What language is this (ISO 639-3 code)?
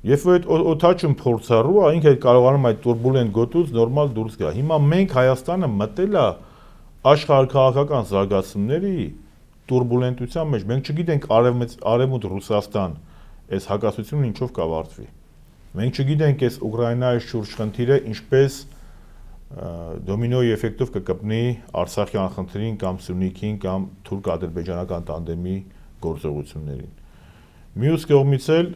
hye